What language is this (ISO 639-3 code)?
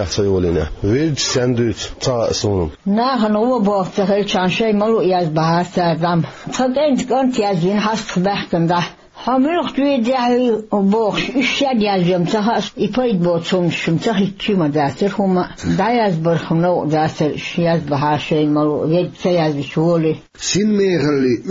che